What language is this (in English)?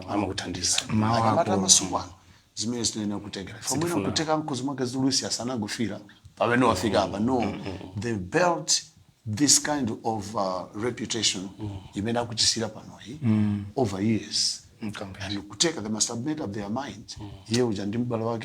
Nyanja